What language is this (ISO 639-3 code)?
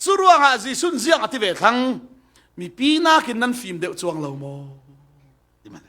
cfm